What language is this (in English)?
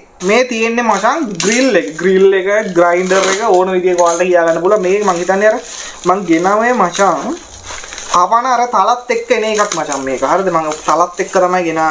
Sinhala